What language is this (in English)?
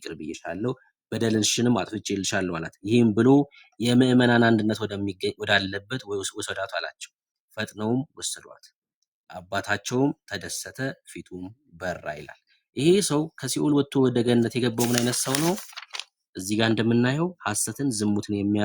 Amharic